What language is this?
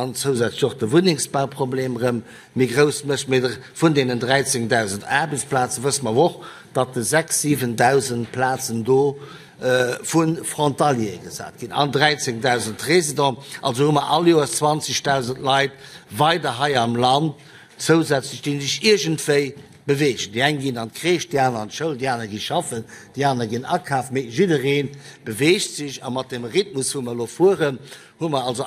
Luxembourgish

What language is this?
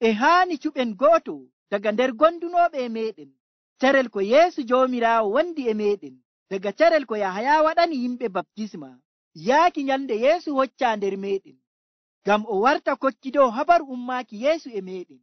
Nigerian Fulfulde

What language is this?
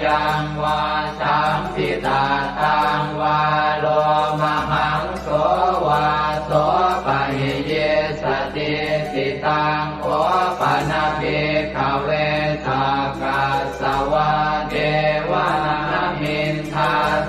Pali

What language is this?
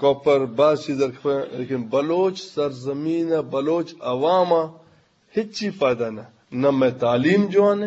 Eastern Balochi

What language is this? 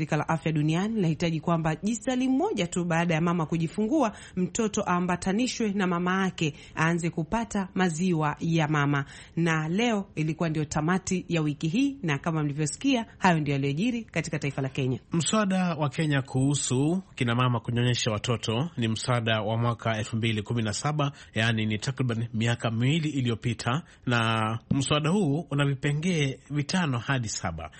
Swahili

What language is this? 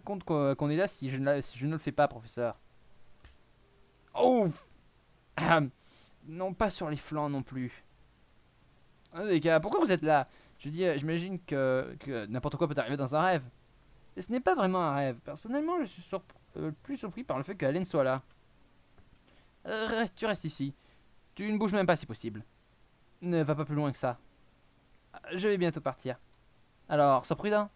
French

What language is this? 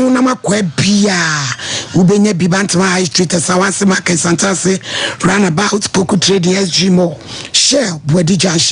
Akan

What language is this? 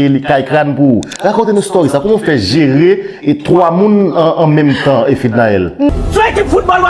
Haitian Creole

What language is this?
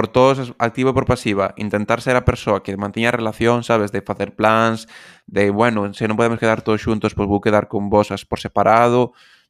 Galician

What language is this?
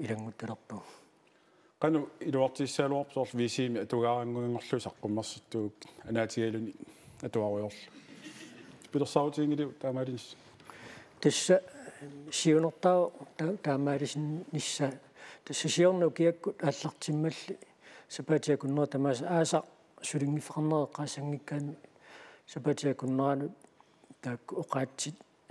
Kalaallisut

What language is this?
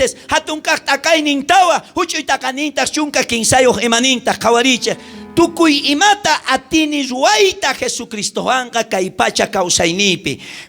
South Bolivian Quechua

